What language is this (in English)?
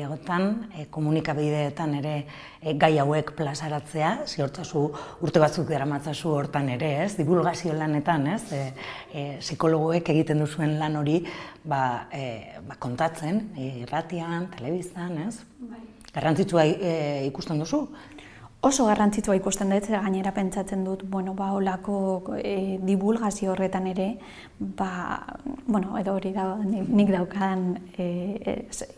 Basque